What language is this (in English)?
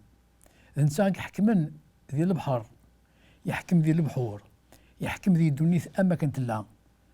Kabyle